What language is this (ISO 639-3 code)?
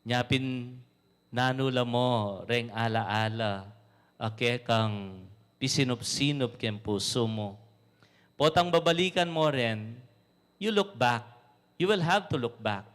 pam